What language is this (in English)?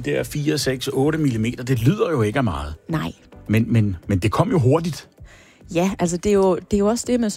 Danish